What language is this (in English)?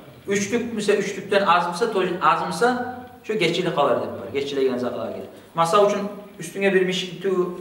Kumyk